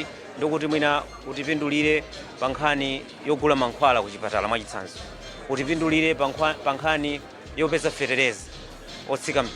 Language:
Nyanja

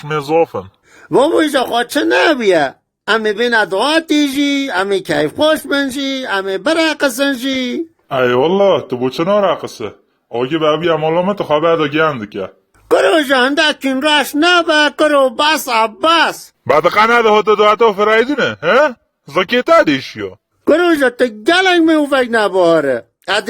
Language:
Kurdish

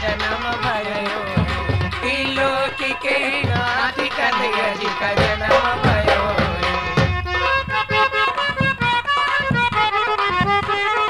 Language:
Hindi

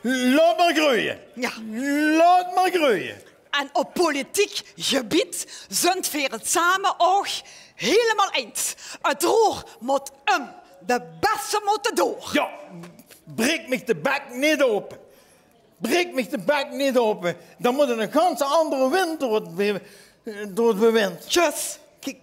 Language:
Limburgish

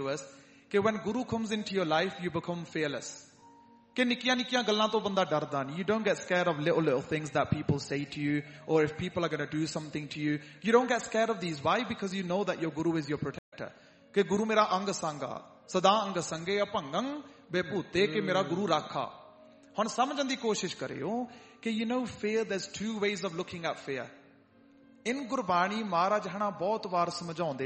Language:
Punjabi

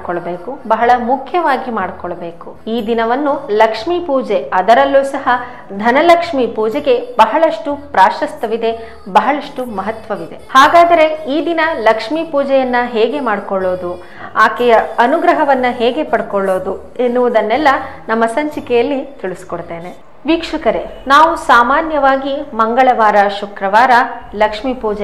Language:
Kannada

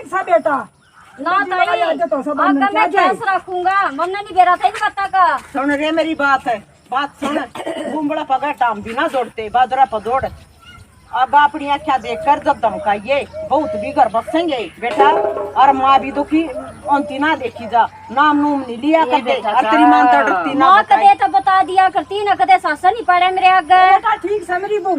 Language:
Haryanvi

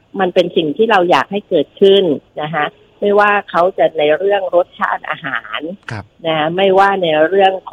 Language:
Thai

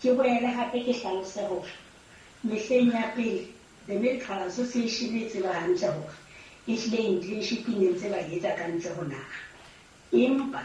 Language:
Southern Sotho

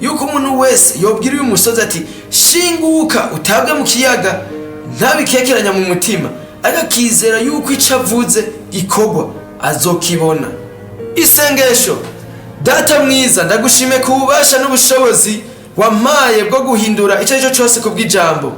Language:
Rundi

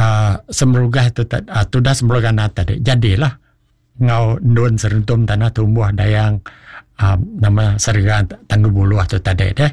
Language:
Iban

